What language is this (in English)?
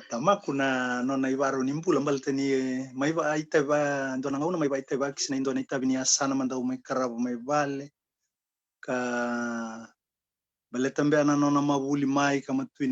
Fijian